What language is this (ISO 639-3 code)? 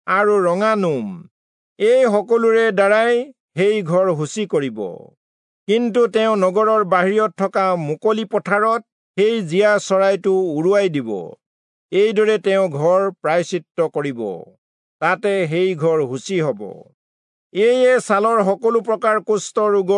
asm